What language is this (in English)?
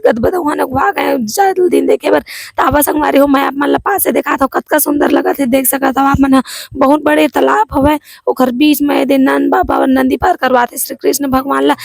Chhattisgarhi